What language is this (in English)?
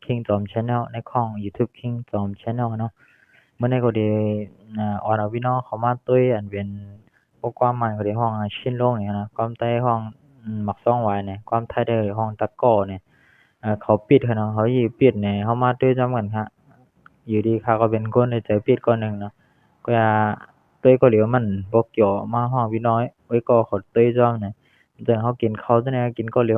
Shan